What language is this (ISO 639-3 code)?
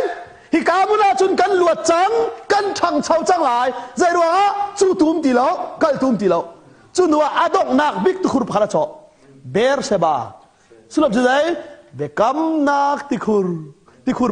cnh